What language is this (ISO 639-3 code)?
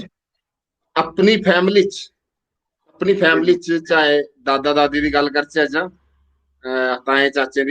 doi